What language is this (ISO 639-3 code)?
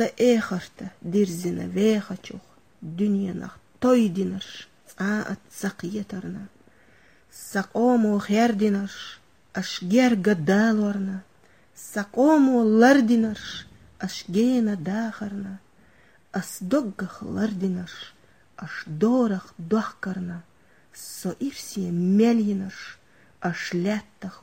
che